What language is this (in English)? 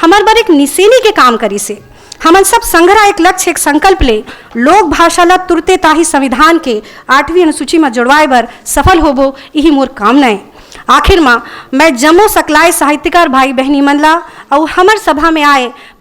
Chhattisgarhi